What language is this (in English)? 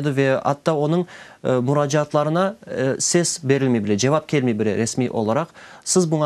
Crimean Tatar